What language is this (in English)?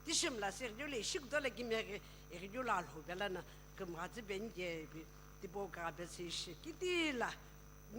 Sumi Naga